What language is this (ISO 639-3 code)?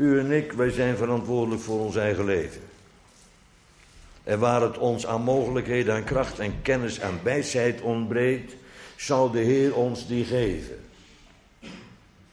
nld